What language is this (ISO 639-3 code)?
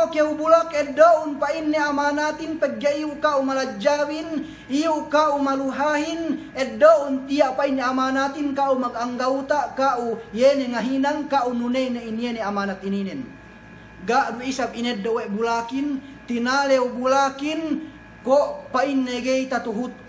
yka